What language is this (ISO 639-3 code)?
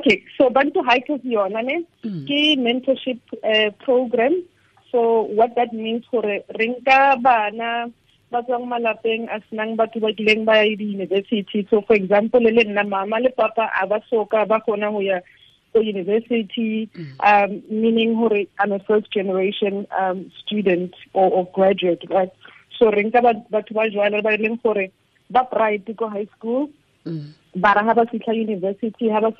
tsn